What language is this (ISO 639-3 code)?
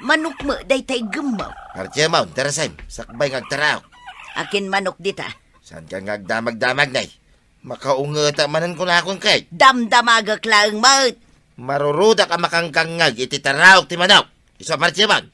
ilo